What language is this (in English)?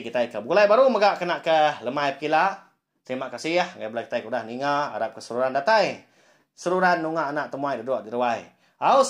Iban